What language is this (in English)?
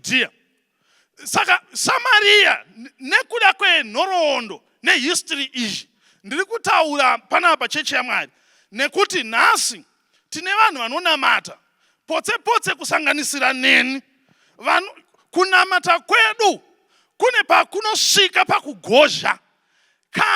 Shona